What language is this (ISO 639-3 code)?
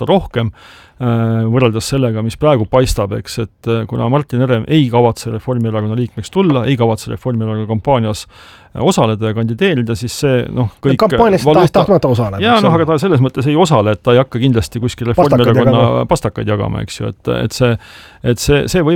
est